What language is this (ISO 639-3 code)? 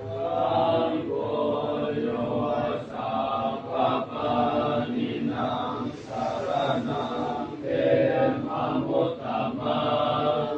pli